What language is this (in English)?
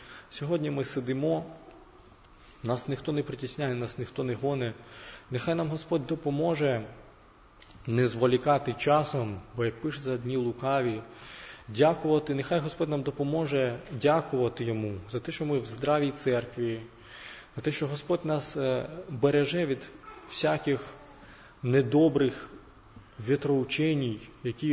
Ukrainian